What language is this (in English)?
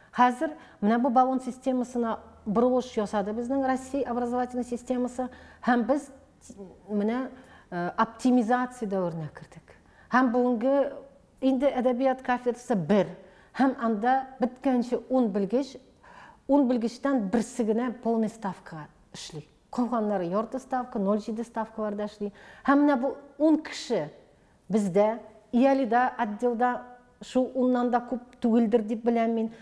Tatar